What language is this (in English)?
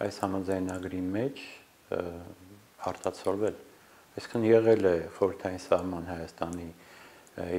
Armenian